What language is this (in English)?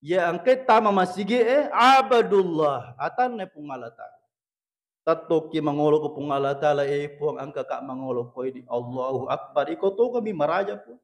Buginese